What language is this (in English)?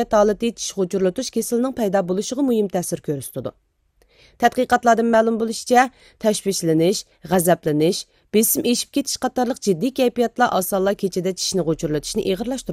Uyghur